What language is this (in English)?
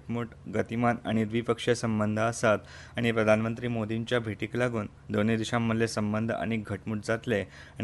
Konkani